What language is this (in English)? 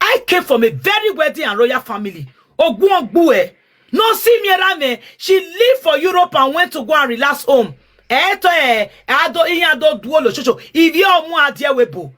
Nigerian Pidgin